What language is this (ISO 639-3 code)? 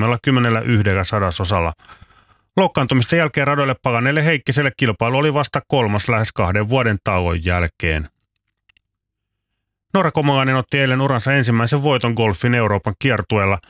fin